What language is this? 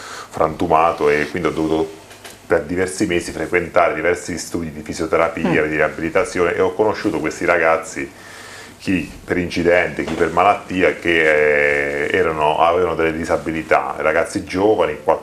Italian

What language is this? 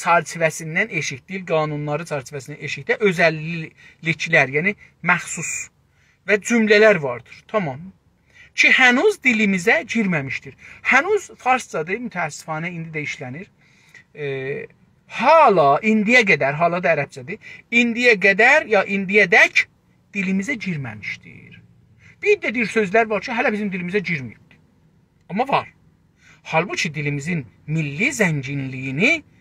South Azerbaijani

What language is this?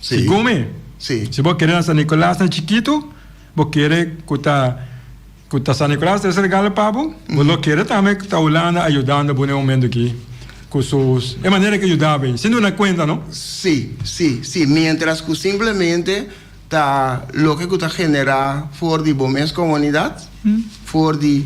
Papiamento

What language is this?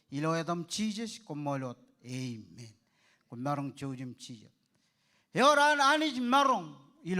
Marshallese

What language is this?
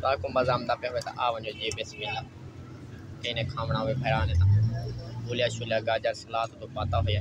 Saraiki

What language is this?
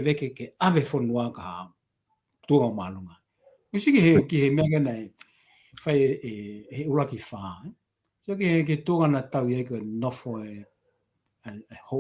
Tongan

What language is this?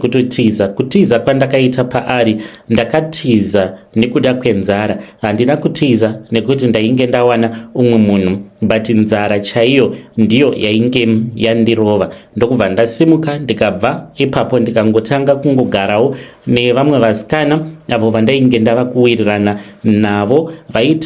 Shona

